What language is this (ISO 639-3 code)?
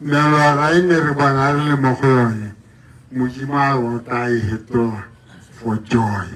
tsn